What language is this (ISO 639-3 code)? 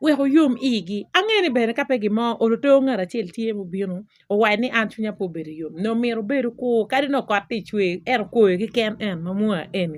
ach